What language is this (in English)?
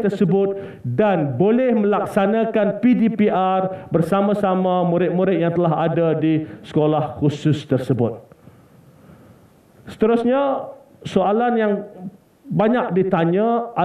Malay